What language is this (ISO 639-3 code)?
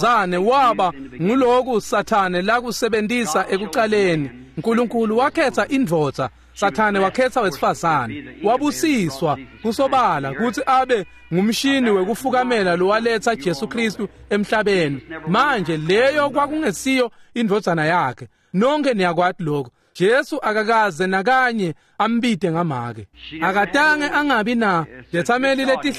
ssw